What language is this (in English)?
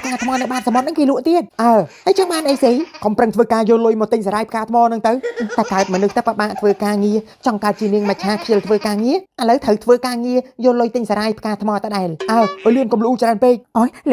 Khmer